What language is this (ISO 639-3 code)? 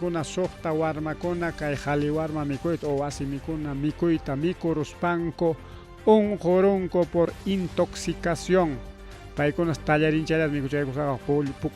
quy